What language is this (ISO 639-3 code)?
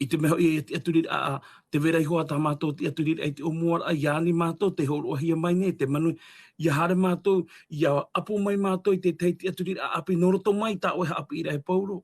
tah